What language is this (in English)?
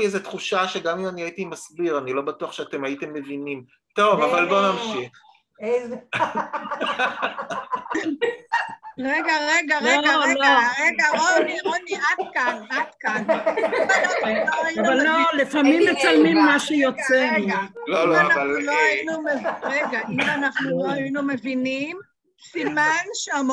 Hebrew